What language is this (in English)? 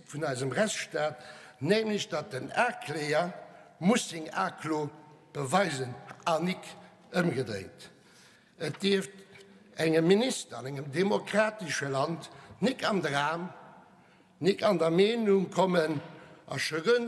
Luxembourgish